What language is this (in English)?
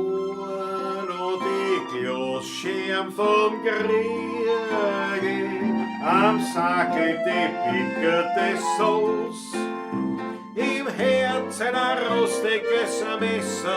Bavarian